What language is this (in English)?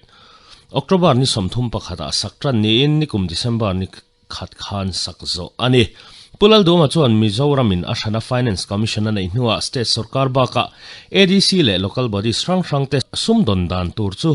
Mizo